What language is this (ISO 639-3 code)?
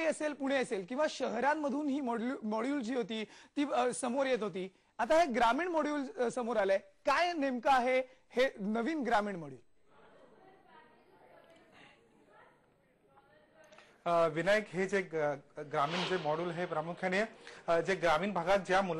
mar